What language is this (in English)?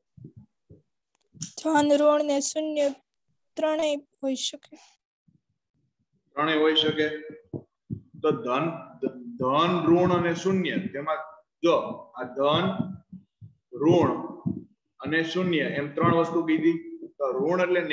Gujarati